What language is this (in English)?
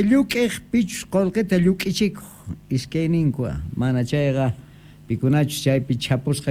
South Bolivian Quechua